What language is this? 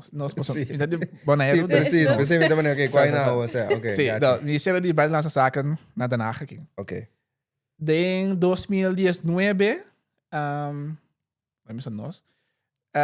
Papiamento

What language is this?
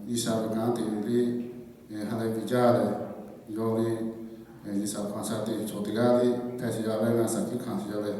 Lahu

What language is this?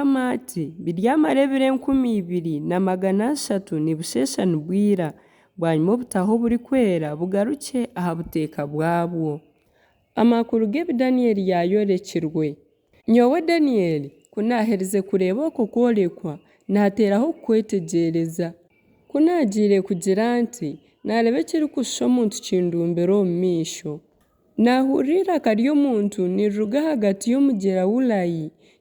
Nyankole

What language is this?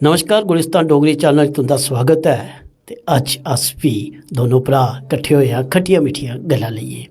Dogri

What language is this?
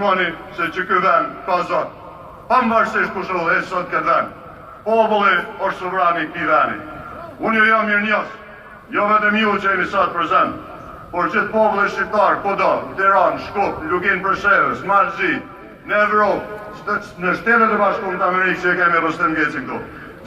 Albanian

